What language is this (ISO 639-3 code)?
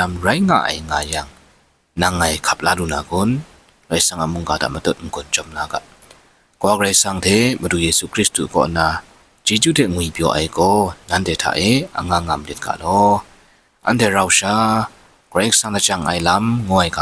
kac